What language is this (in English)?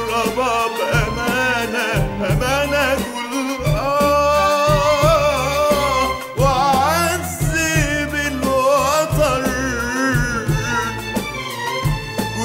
Arabic